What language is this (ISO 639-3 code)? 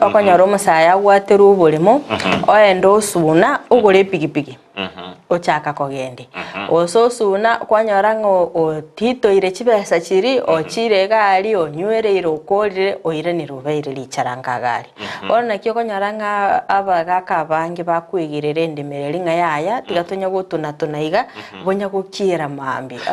guz